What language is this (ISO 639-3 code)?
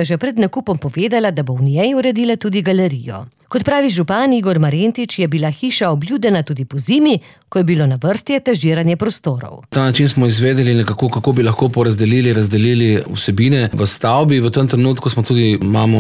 slv